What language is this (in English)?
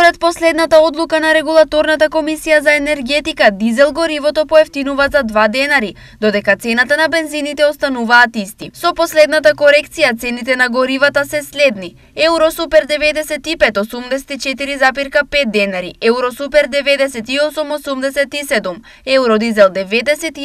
Macedonian